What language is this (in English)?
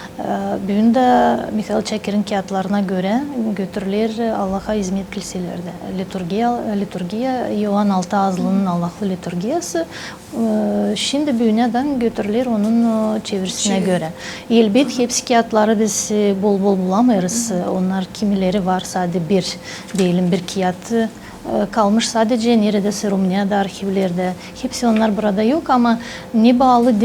Gagauz